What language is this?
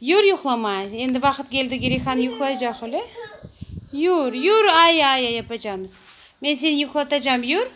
Crimean Tatar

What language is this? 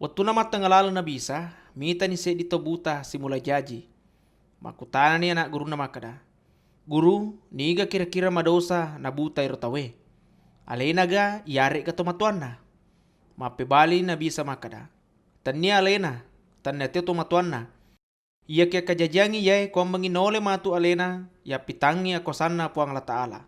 Buginese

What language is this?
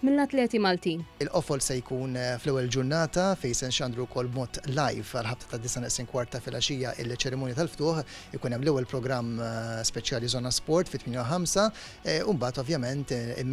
Maltese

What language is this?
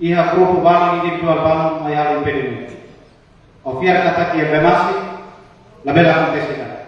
Tetum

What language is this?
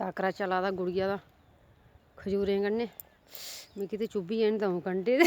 Dogri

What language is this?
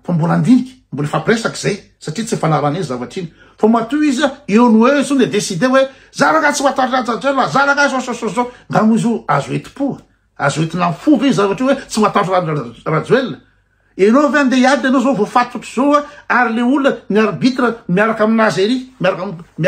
Malagasy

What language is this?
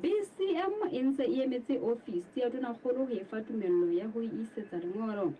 Southern Sotho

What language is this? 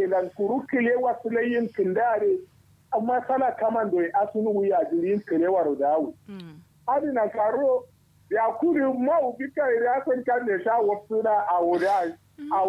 Kanuri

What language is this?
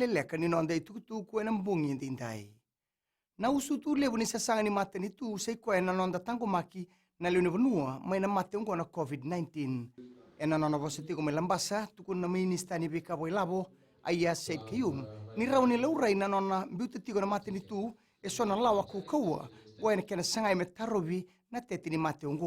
Fijian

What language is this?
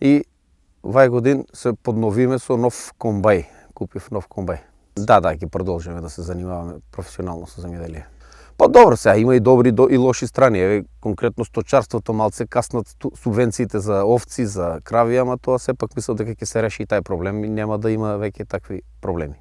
Macedonian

